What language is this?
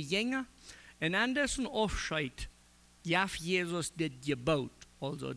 Plautdietsch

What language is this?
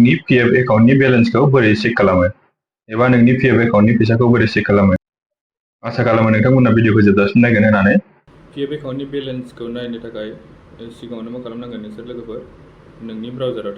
Bodo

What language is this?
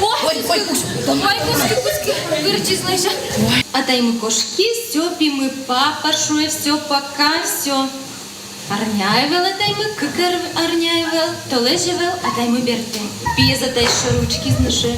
Udmurt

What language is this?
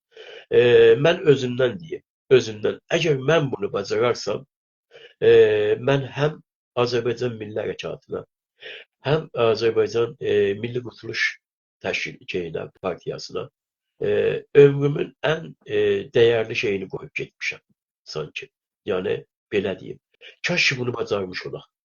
South Azerbaijani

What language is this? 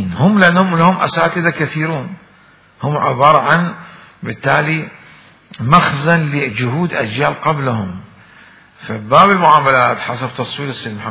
Mesopotamian Arabic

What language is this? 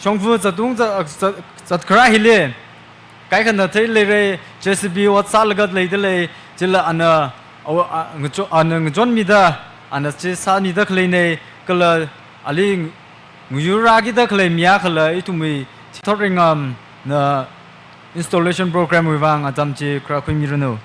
Tangkhul Naga (India)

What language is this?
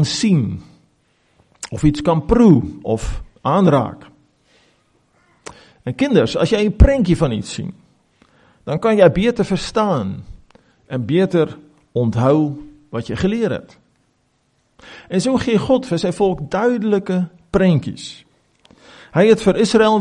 Afrikaans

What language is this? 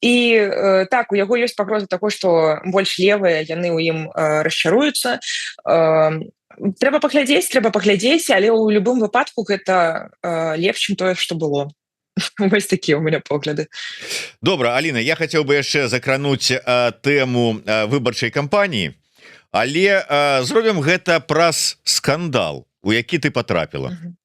Belarusian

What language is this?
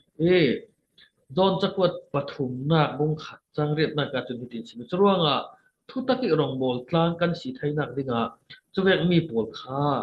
Falam Chin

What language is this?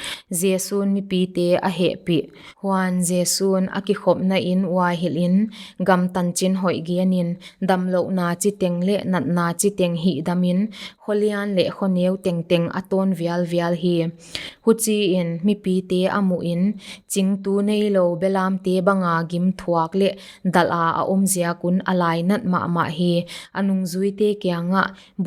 Paite Chin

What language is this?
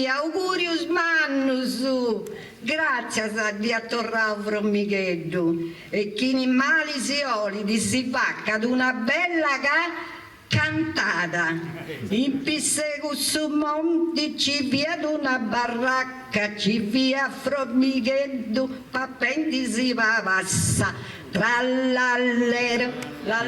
Sardinian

